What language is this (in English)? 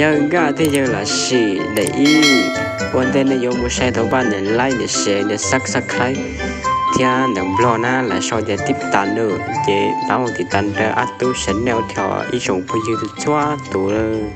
Hmong